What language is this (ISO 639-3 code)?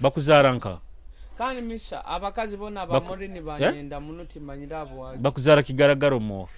nyo